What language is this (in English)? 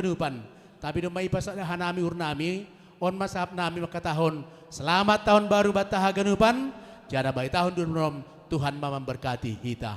Batak Simalungun